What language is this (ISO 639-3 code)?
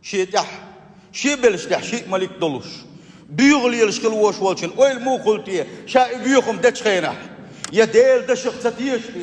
che